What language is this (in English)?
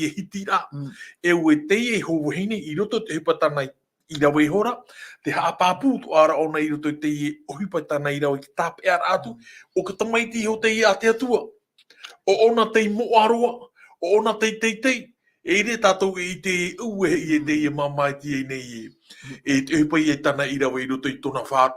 Tahitian